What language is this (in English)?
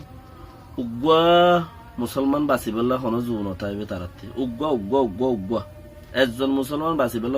Rohingya